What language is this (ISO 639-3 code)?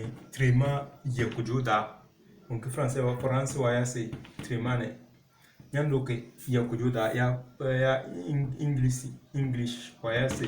kdh